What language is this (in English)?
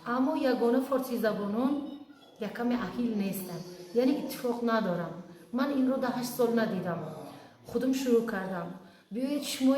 Tajik